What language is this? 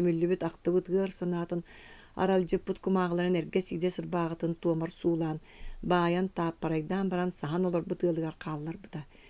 Yakut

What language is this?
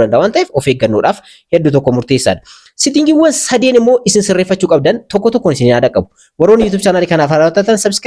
Oromo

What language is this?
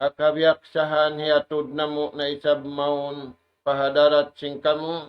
Tausug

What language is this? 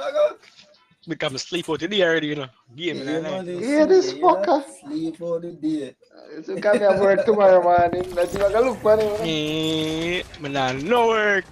Jamaican Creole English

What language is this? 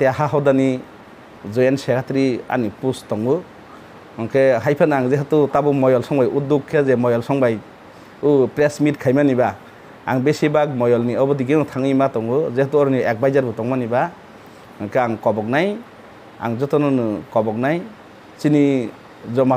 Kok Borok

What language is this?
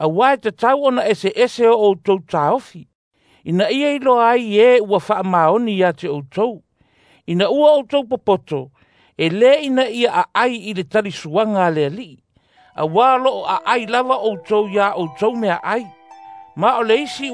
Samoan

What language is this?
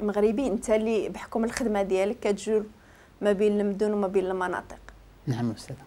Moroccan Arabic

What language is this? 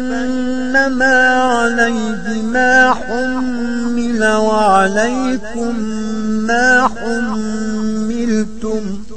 Arabic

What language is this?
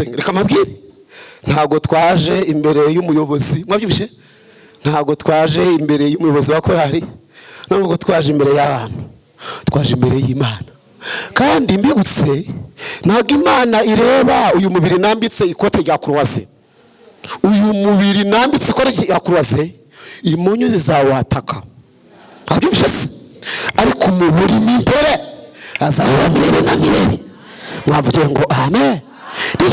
Kinyarwanda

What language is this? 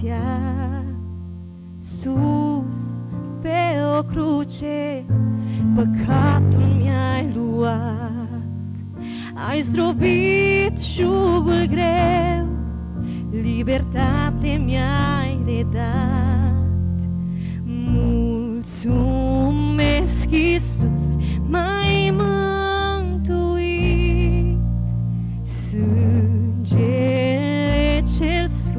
Romanian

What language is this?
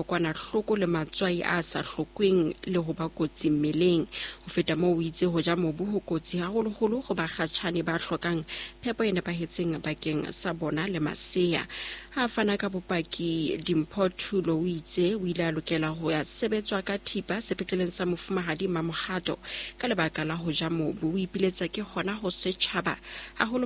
Southern Sotho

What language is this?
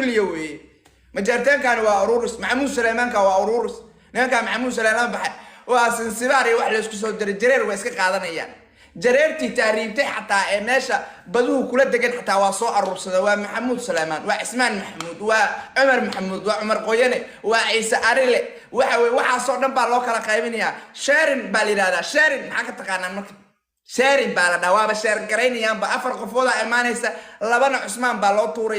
Somali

